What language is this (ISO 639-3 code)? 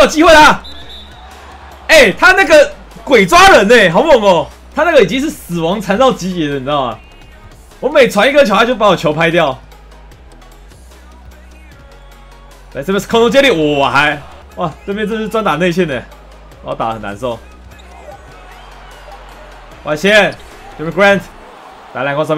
zho